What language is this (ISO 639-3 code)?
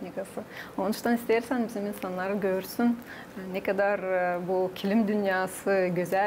gag